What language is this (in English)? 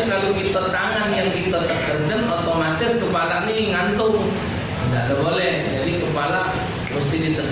Musi